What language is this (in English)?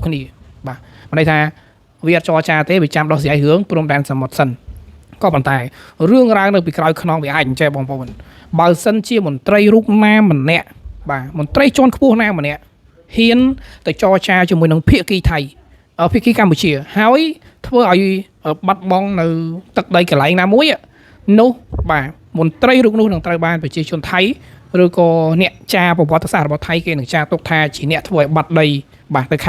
Khmer